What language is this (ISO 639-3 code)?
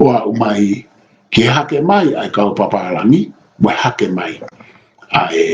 ton